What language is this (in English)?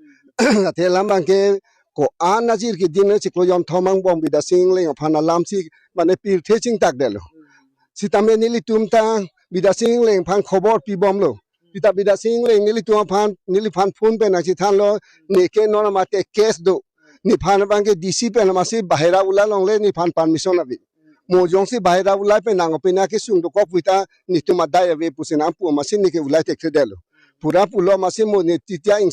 Karbi